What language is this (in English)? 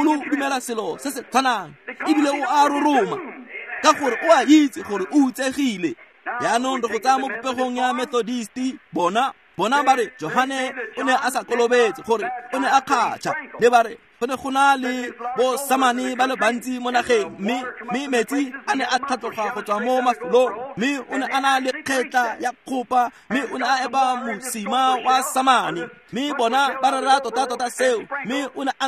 Tswana